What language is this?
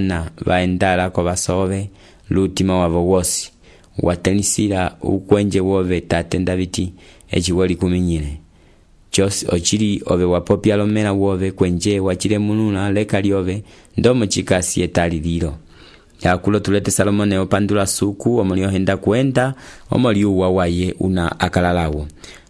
Umbundu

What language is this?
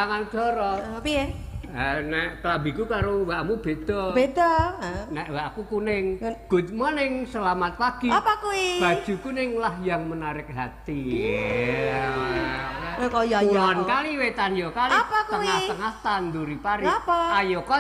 Javanese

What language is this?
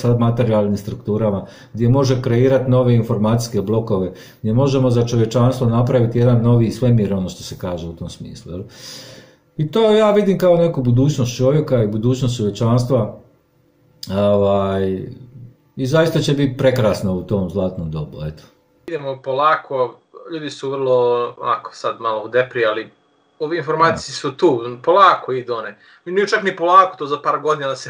Croatian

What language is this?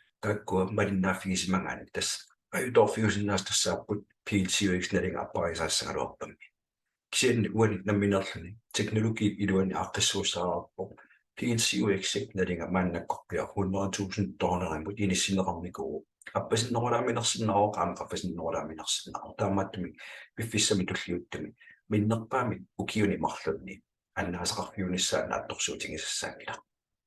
Kalaallisut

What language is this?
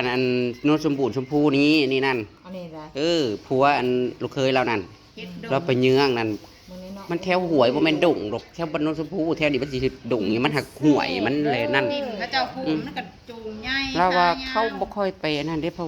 Northeastern Thai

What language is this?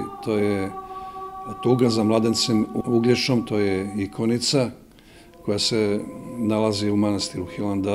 Serbian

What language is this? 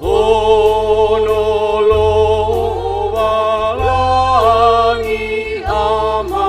Nias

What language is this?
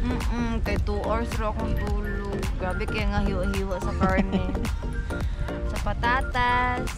Cebuano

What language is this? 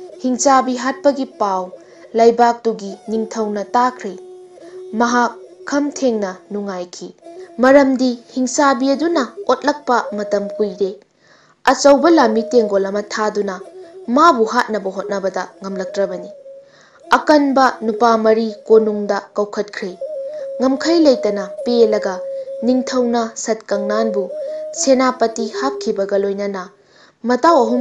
Manipuri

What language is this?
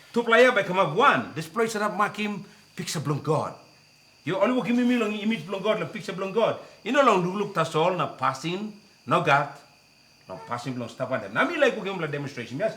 Tok Pisin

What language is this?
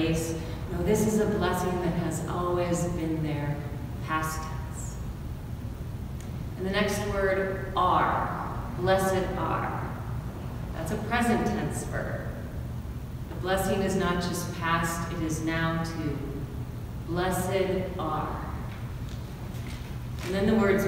English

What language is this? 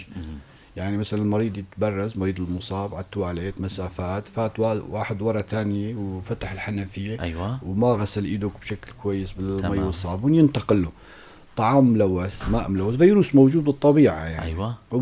North Levantine Arabic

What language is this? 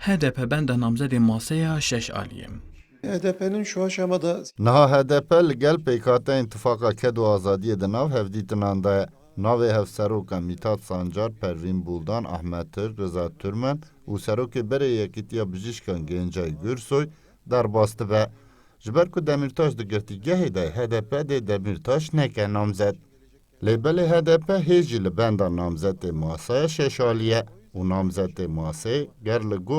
Kurdish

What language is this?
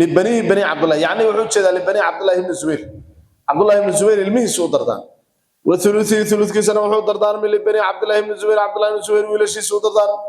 Somali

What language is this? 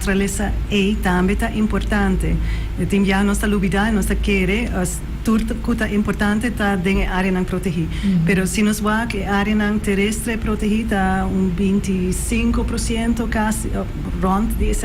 Papiamento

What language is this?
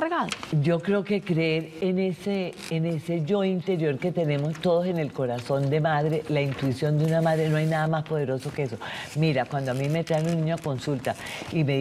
Spanish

